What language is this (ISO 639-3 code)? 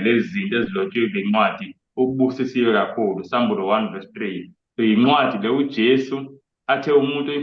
zul